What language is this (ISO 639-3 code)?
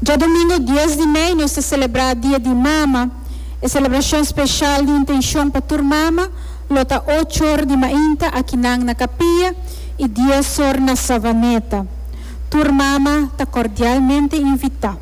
pap